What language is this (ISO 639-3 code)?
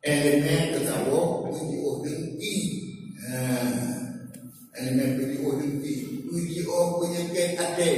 ace